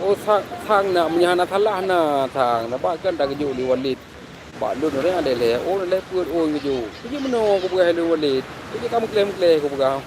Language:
Achinese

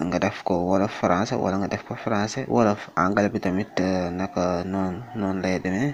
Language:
Wolof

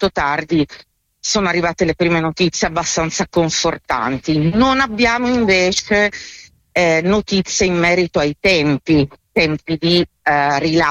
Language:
Italian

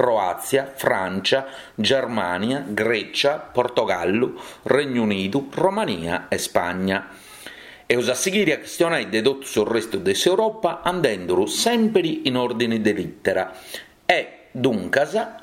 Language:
Sardinian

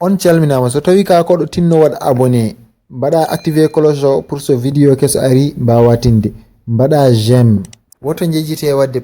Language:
Fula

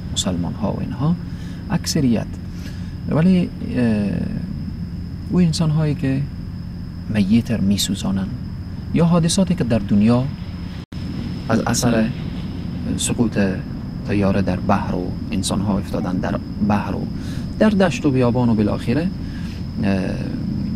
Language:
Persian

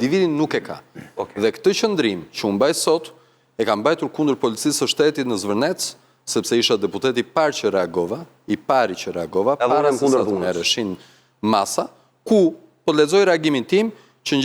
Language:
Albanian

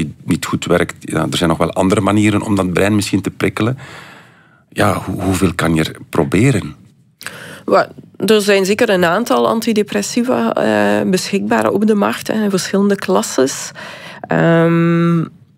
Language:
Dutch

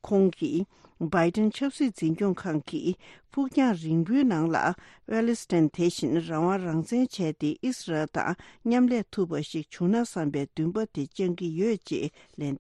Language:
Tibetan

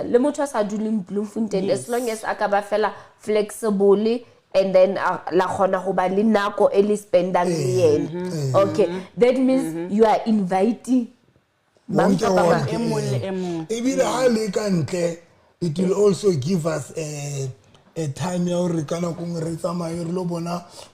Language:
Southern Sotho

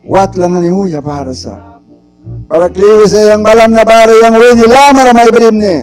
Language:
Mískito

